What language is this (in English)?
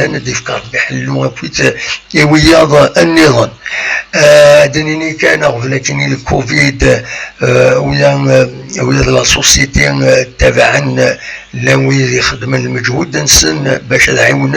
Kabyle